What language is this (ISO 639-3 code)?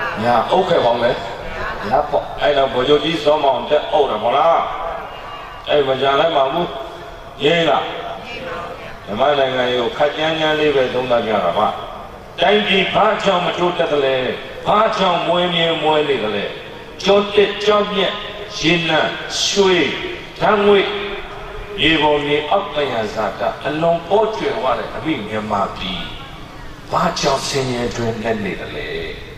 mya